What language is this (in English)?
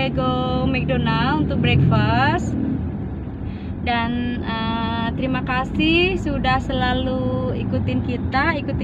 Indonesian